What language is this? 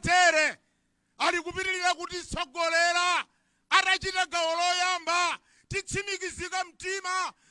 Nyanja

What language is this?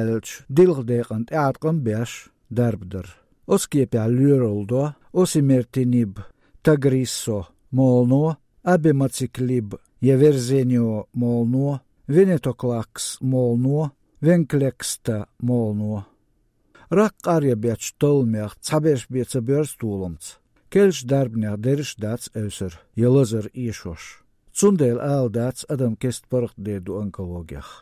Chechen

